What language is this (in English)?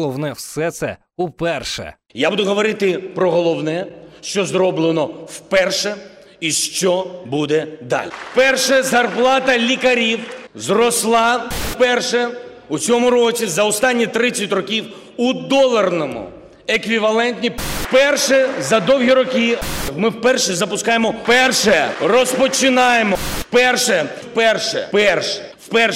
Ukrainian